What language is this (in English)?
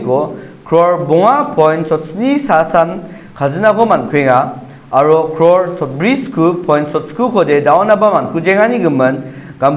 Garo